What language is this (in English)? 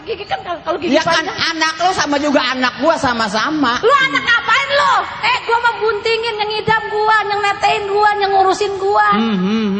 Betawi